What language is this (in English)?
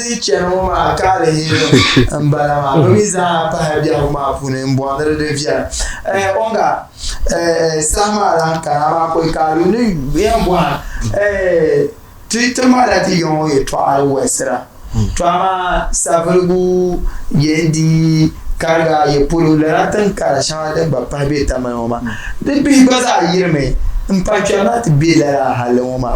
Dagbani